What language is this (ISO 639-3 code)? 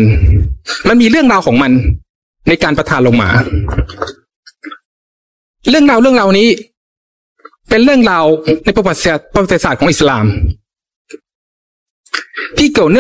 tha